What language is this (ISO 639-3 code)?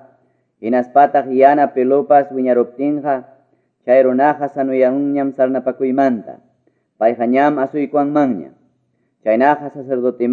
que